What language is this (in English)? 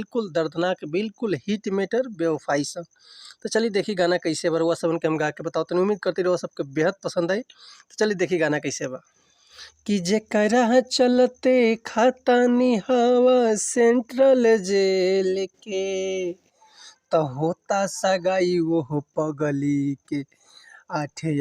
Bhojpuri